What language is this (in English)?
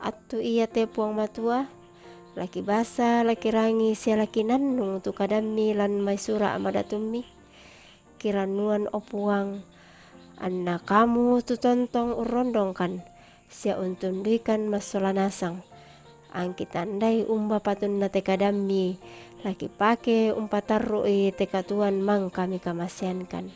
Toraja-Sa'dan